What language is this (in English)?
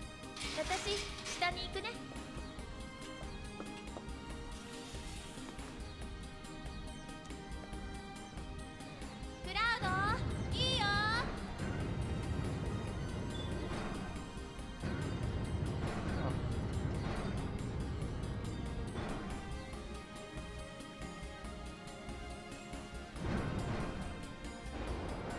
Japanese